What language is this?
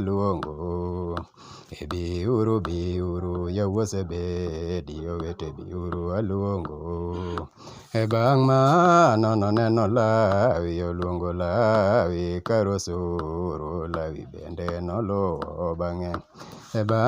Luo (Kenya and Tanzania)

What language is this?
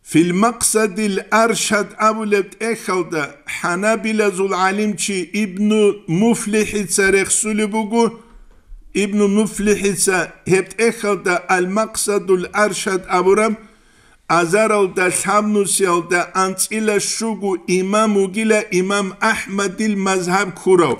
Avaric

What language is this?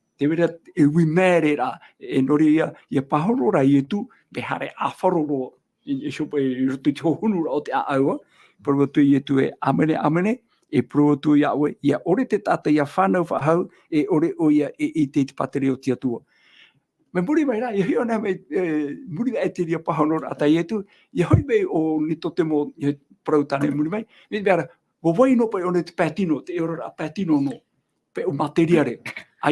Tahitian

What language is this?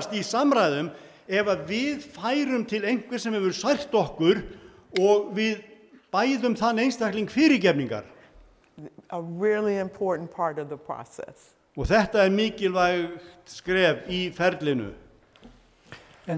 Icelandic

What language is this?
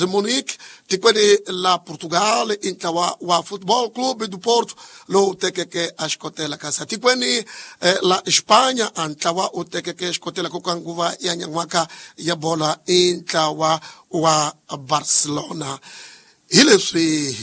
Tsonga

